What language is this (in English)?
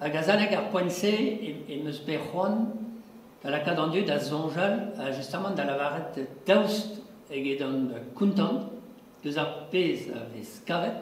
Breton